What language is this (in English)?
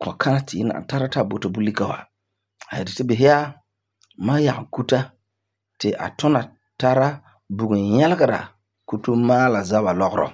Frafra